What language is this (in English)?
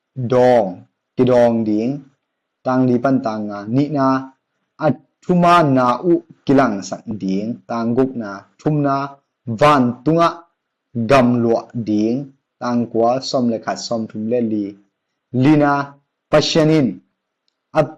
Tedim Chin